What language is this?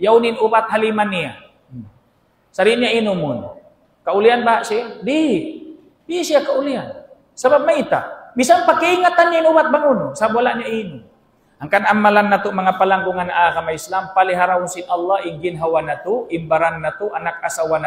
Tausug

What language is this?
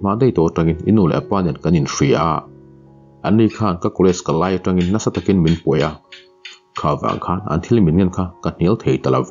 Mizo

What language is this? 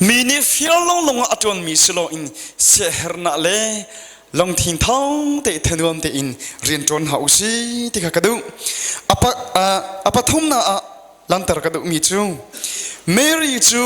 Hakha Chin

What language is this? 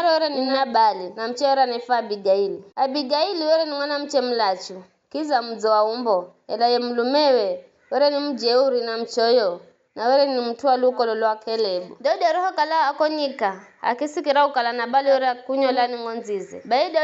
Giryama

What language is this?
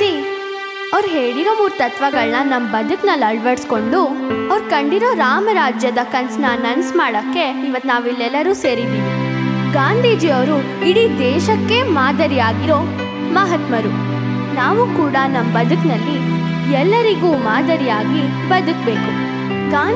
Kannada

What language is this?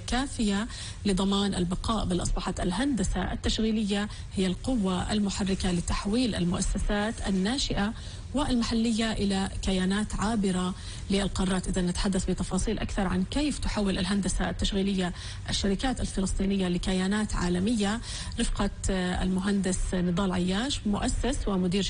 Arabic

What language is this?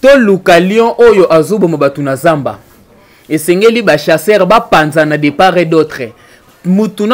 Lingala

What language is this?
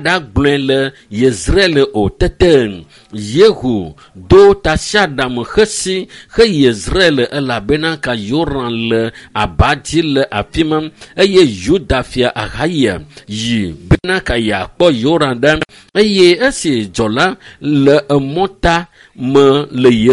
Ewe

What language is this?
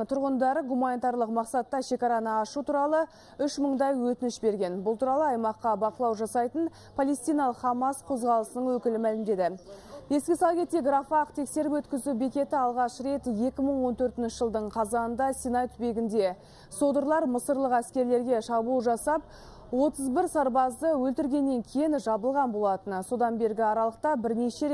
Kazakh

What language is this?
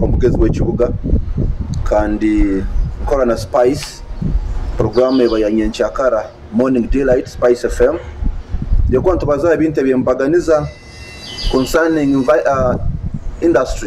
Nyoro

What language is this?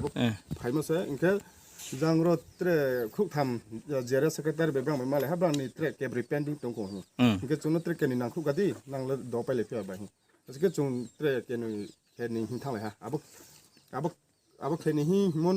Riang (India)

